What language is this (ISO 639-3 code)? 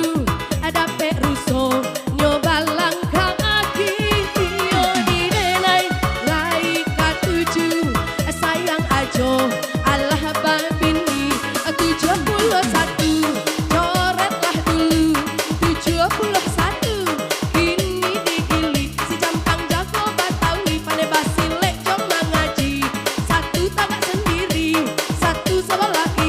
min